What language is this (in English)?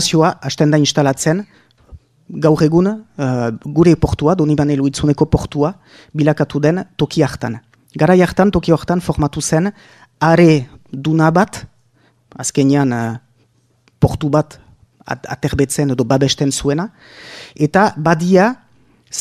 Basque